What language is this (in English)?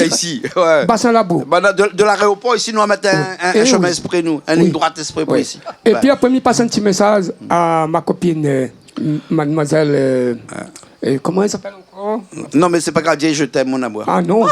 Réunion Creole French